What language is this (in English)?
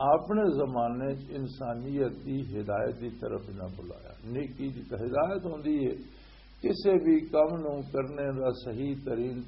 Western Panjabi